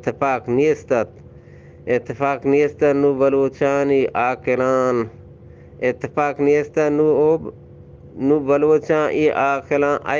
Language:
Eastern Balochi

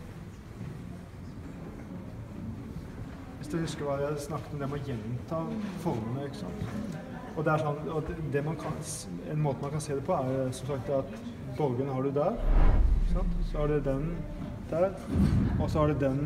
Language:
Norwegian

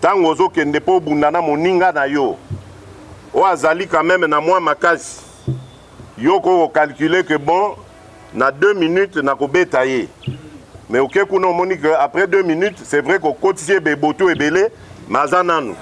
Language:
Lingala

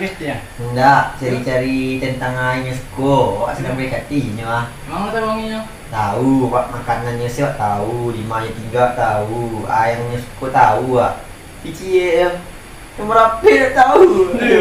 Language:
Minangkabau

